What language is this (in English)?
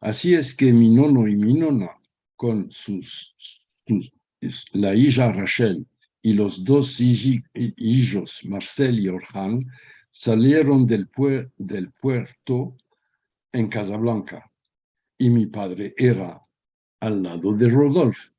Ladino